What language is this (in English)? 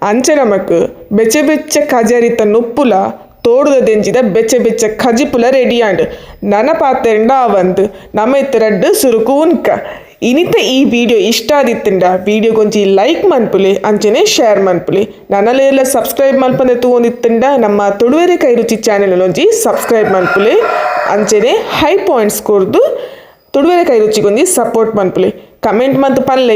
Tulu